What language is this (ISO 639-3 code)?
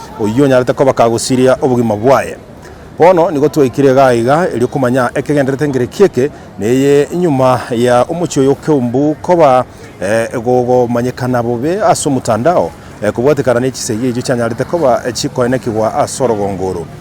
guz